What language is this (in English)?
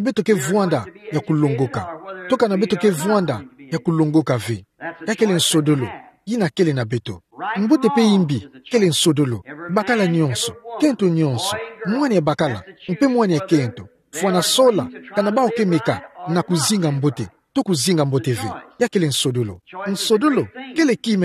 Kituba (Democratic Republic of Congo)